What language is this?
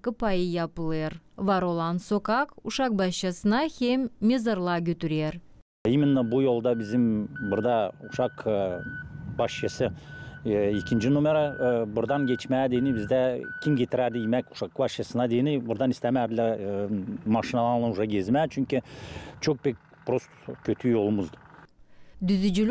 Gagauz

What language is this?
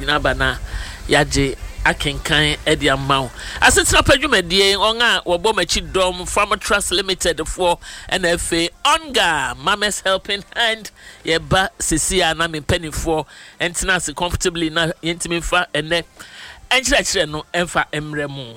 Akan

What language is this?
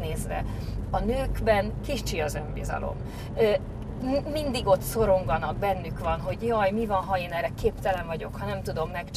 Hungarian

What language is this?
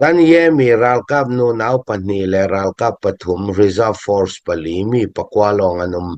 Hakha Chin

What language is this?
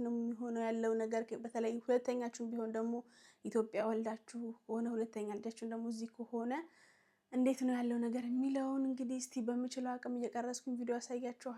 Amharic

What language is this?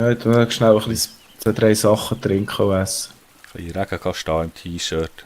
Swiss German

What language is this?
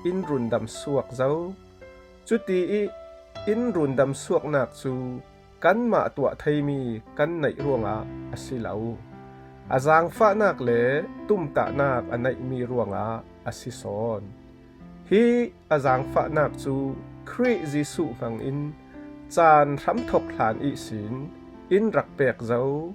Falam Chin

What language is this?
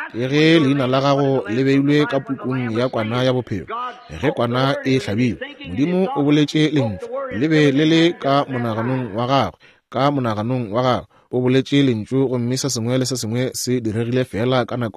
Northern Sotho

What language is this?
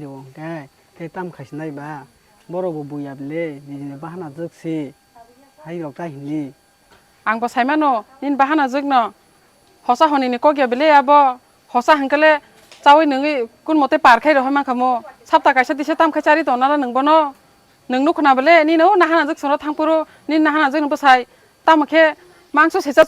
Kok Borok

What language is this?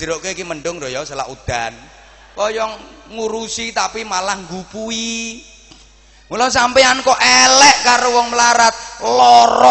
Javanese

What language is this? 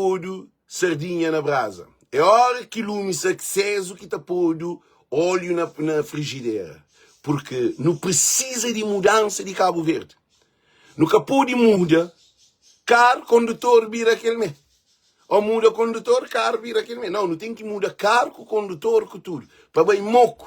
Kabuverdianu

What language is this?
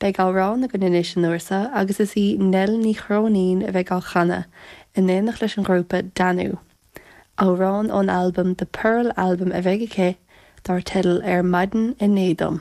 Irish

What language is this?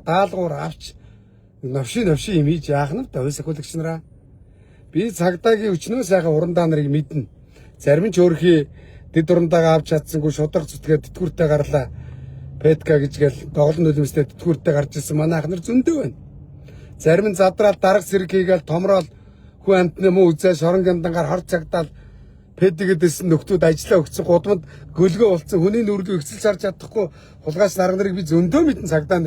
Mongolian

